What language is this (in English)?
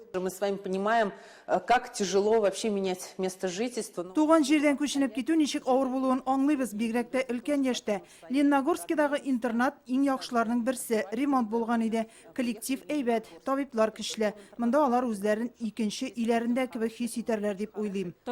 Tatar